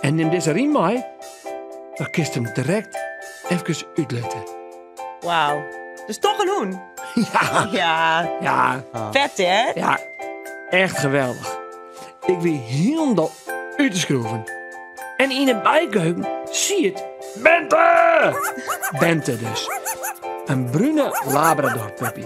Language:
Western Frisian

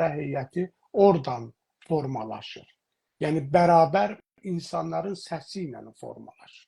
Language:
South Azerbaijani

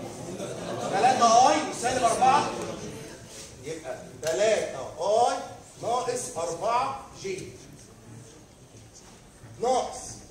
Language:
Egyptian Arabic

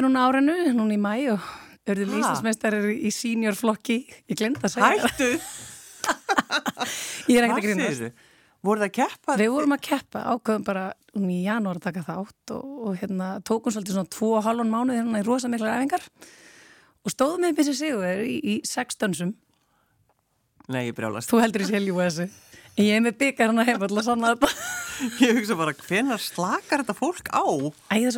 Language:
Icelandic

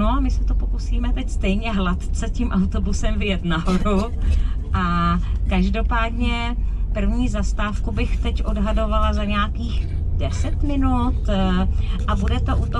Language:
Czech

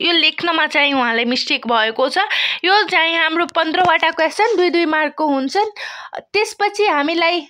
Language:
Nepali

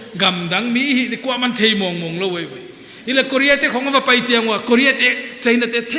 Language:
Paite Chin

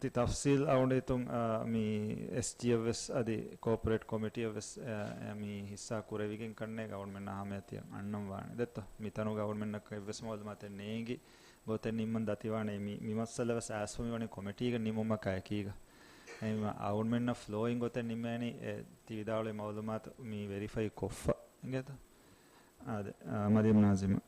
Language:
Divehi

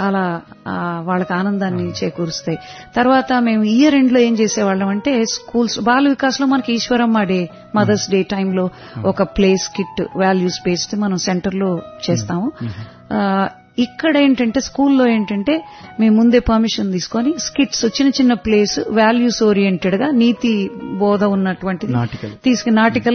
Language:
Telugu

